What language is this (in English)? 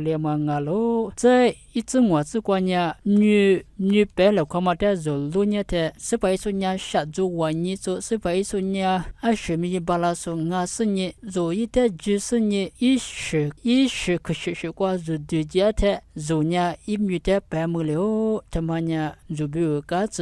Lisu